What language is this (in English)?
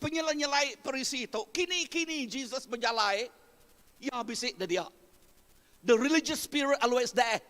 Iban